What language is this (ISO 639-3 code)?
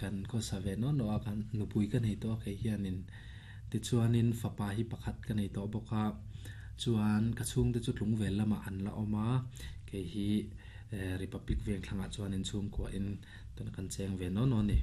lus